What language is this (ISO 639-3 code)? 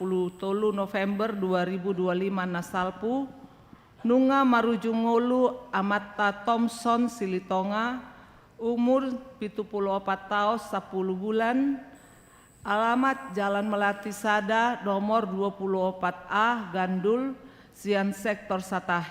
bbc